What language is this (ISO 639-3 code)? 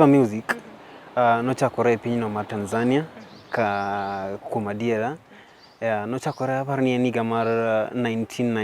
luo